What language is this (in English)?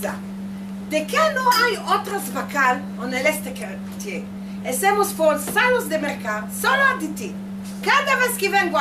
Ladino